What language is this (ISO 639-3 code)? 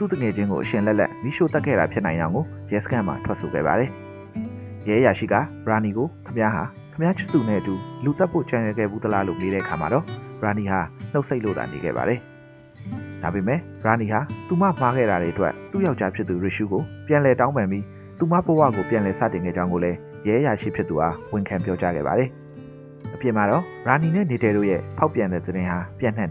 mya